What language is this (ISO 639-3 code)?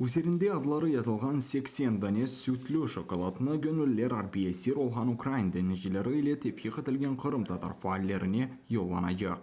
crh